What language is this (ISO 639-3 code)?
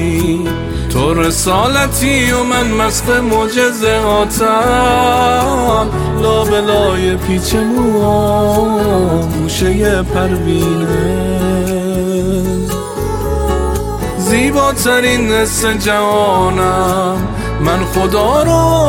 fas